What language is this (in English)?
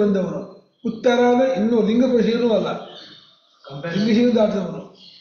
Kannada